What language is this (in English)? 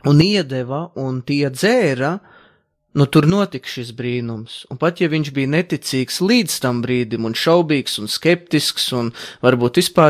Latvian